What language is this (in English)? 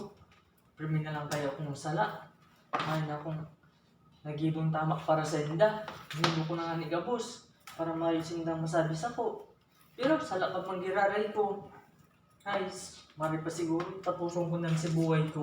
Bikol